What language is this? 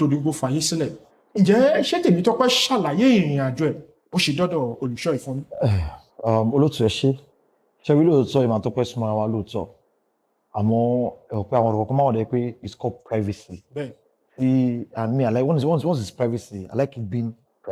Yoruba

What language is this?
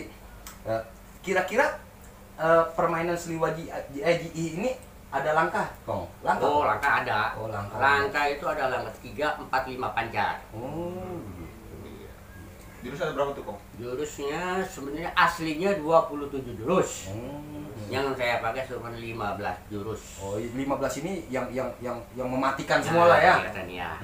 Betawi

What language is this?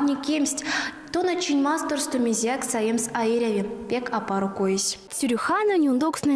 Erzya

